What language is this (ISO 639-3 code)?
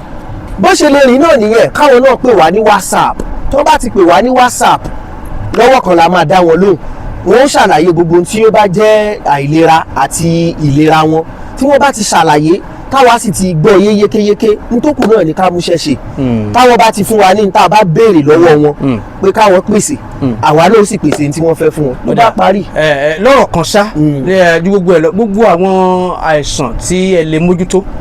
yor